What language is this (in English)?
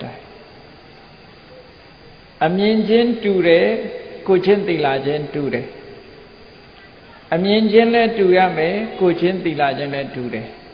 Burmese